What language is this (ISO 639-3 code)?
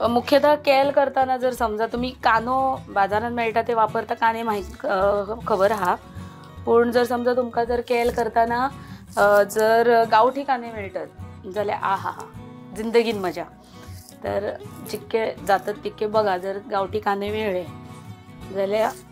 kok